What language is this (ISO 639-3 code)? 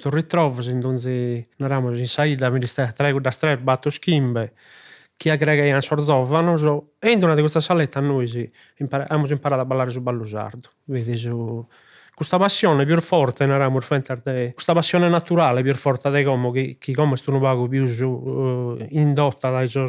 srd